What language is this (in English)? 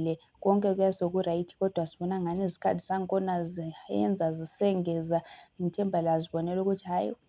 Shona